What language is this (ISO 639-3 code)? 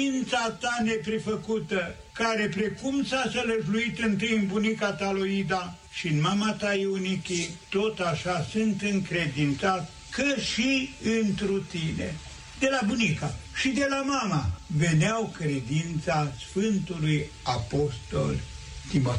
ron